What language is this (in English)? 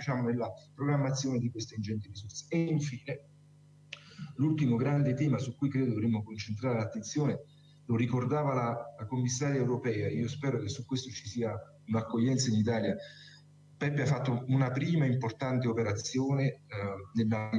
Italian